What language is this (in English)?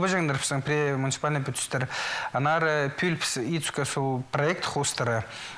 Khakas